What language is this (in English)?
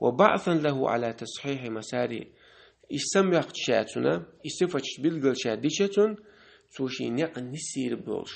Chechen